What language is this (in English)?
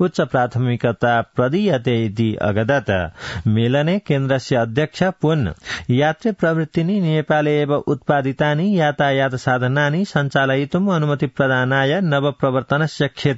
Sanskrit